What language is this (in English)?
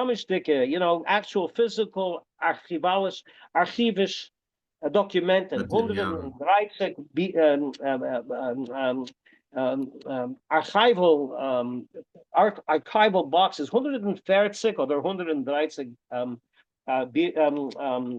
Yiddish